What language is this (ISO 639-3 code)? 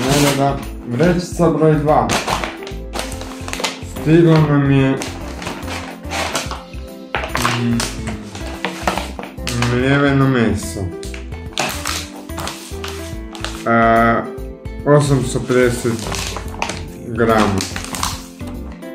hrv